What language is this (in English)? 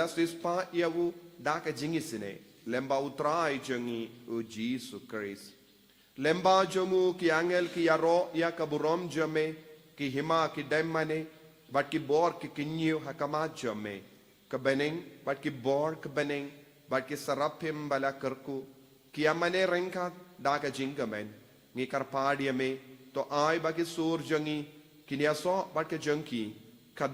Khasi